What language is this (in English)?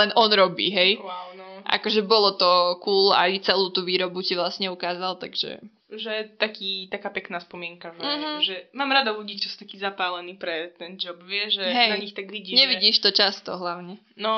Slovak